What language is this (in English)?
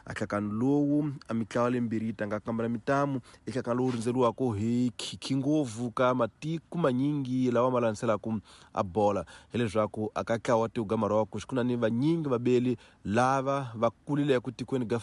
Tsonga